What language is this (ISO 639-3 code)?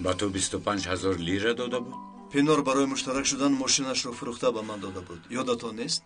tgk